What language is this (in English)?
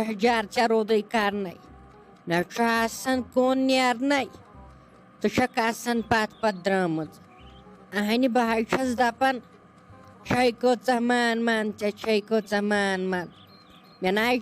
Kashmiri